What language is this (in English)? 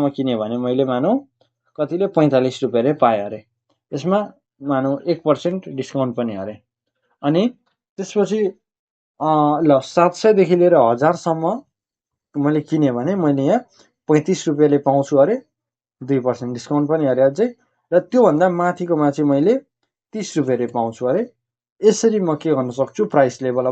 Nepali